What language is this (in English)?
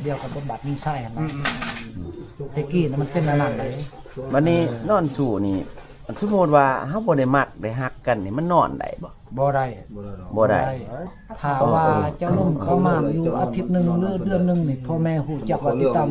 Lao